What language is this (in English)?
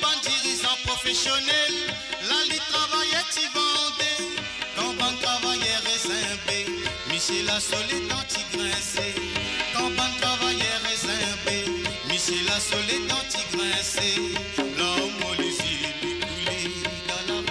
Morisyen